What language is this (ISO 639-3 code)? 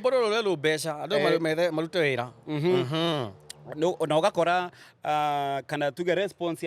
kik